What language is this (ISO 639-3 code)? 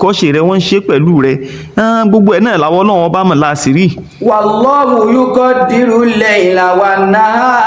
yor